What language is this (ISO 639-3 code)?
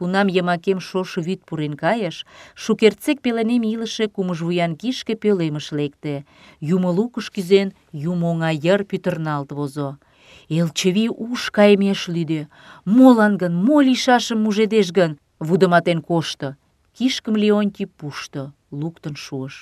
chm